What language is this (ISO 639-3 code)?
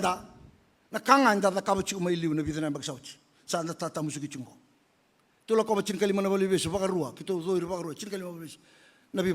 fij